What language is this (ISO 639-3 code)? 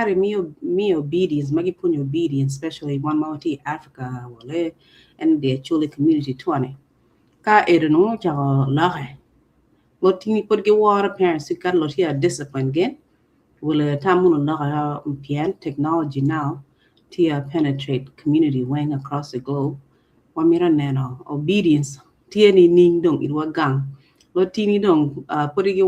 ach